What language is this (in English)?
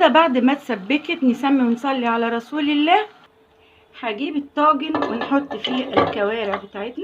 Egyptian Arabic